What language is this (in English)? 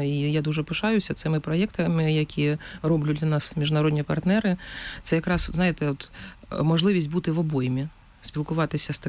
Ukrainian